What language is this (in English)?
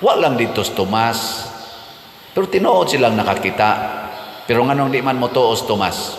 Cebuano